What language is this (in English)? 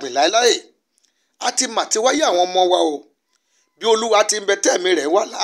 Yoruba